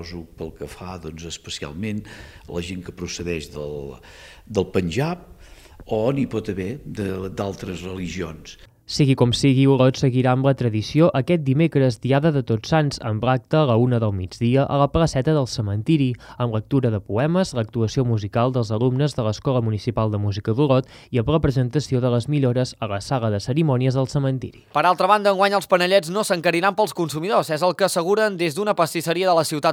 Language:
Catalan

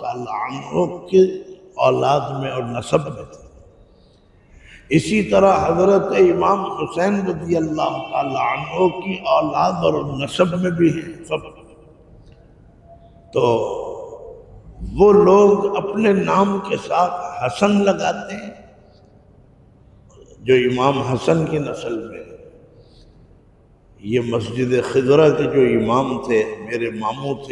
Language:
Urdu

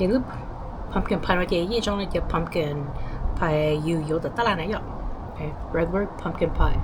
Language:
Hmong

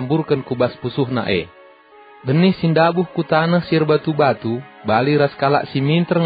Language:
Batak Karo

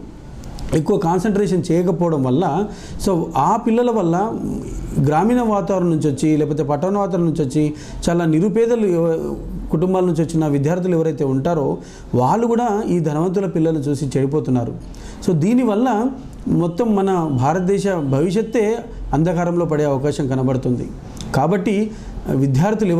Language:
Telugu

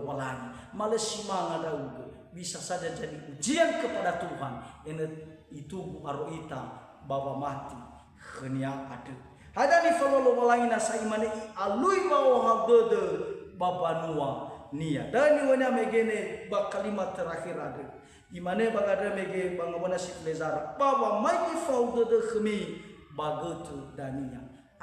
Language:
Nias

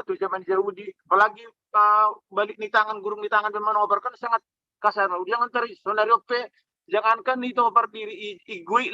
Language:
Batak Simalungun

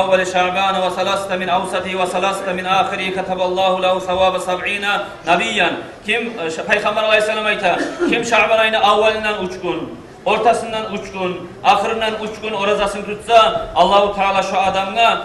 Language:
Kumyk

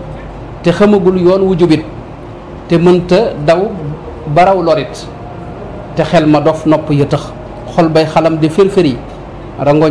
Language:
Wolof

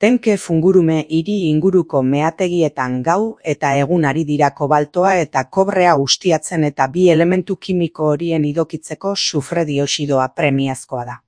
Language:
Basque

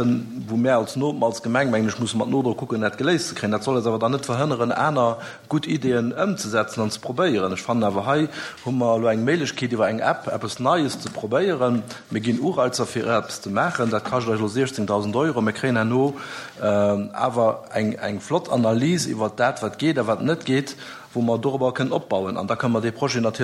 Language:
Luxembourgish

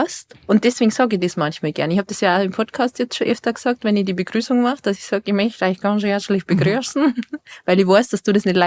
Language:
Bavarian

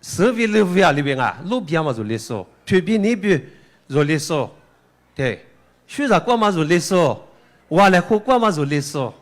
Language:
Lisu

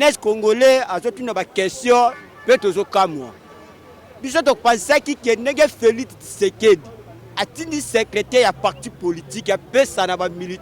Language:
Lingala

